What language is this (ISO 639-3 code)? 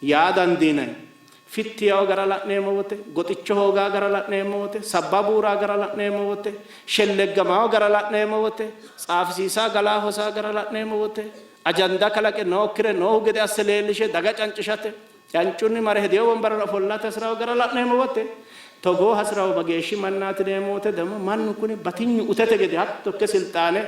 sid